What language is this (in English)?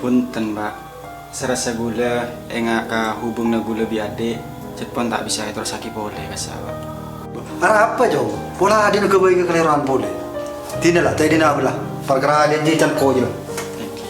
Madurese